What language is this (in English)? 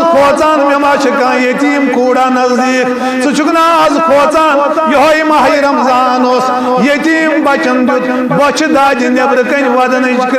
Kashmiri